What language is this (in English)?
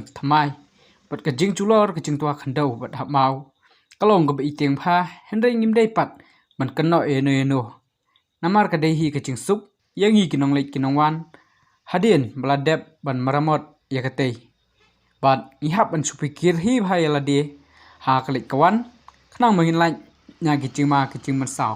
Khasi